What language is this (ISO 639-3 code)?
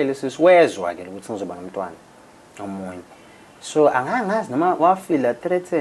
zul